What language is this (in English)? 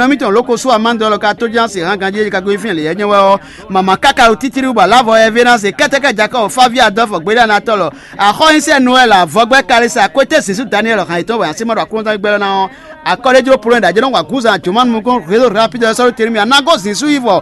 Fon